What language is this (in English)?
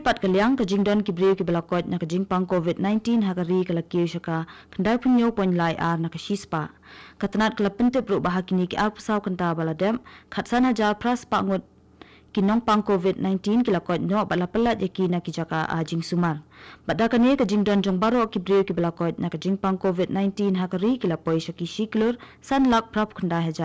Khasi